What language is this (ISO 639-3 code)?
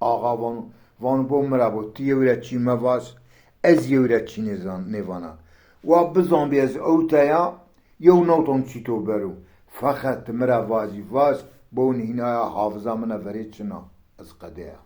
zza